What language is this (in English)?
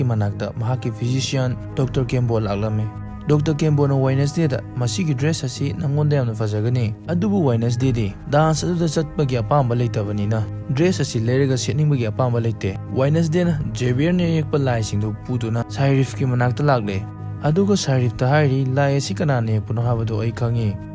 Manipuri